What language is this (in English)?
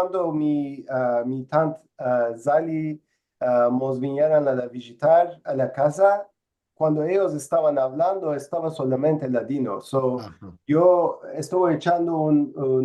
Ladino